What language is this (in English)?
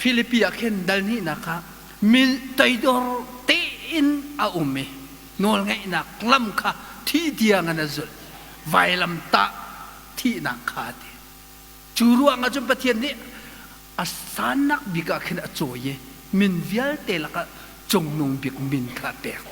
Hakha Chin